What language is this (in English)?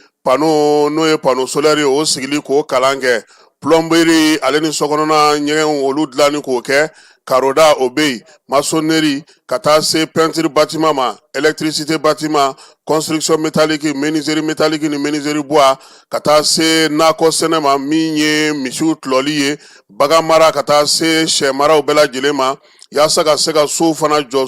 Bambara